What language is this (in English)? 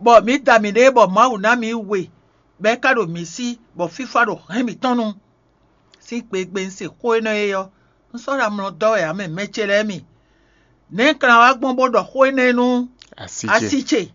Fon